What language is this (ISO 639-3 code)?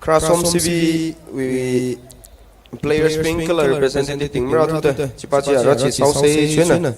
nmf